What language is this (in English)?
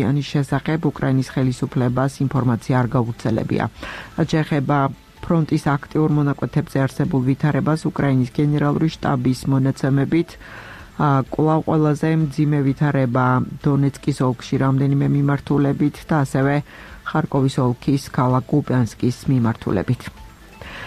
Georgian